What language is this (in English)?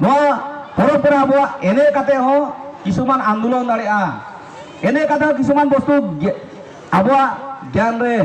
Santali